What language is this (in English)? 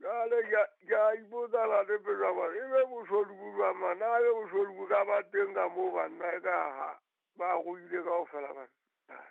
Southern Sotho